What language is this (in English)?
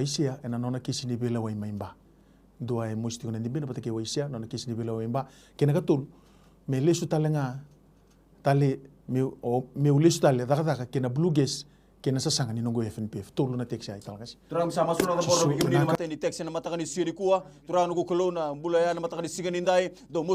Fijian